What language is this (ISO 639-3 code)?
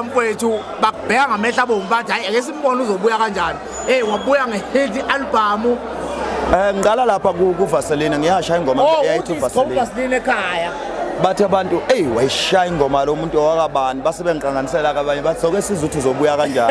zul